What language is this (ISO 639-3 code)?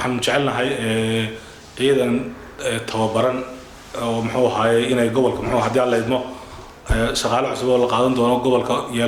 som